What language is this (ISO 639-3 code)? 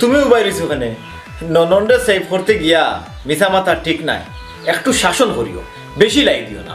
syl